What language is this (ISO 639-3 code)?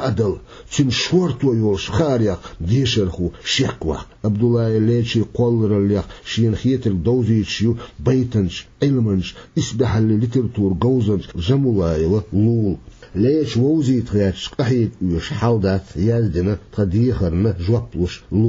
che